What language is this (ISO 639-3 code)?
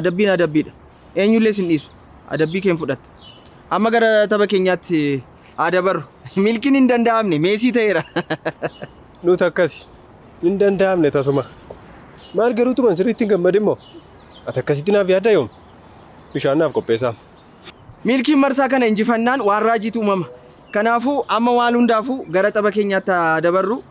orm